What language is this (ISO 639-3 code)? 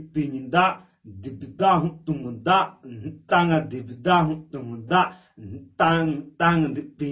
sat